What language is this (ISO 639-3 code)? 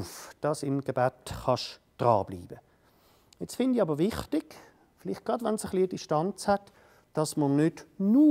gsw